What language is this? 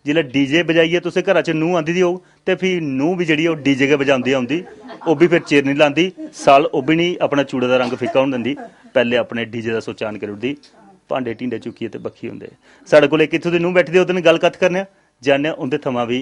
Dogri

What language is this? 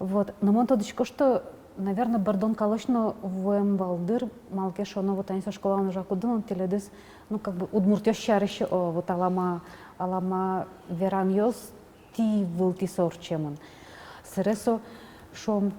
Udmurt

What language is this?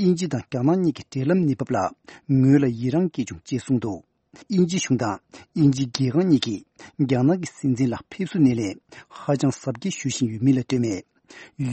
Tibetan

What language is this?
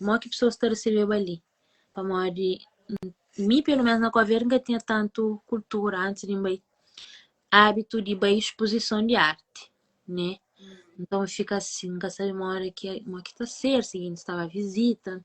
Kabuverdianu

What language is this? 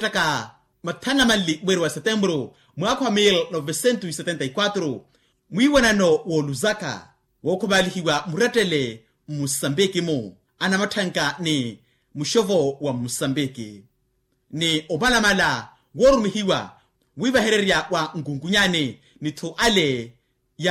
Makhuwa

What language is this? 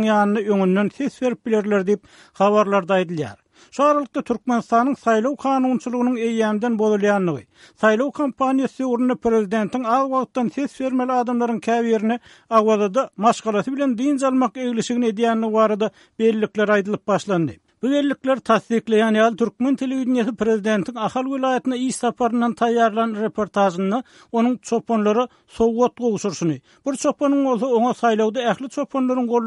Turkmen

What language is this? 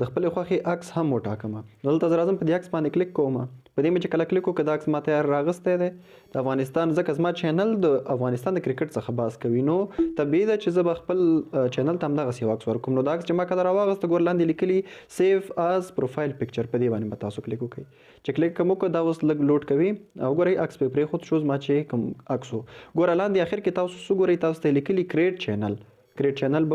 Pashto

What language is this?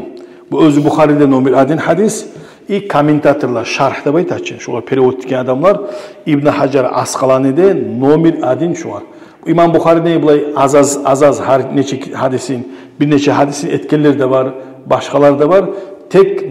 Kumyk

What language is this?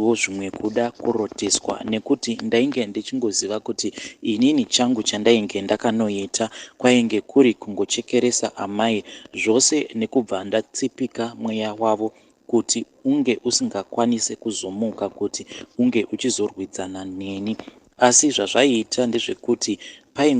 Shona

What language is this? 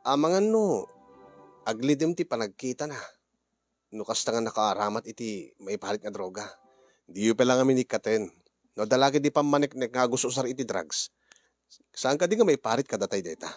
Iloko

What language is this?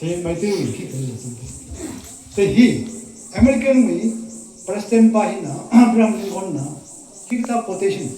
Tangkhul Naga (India)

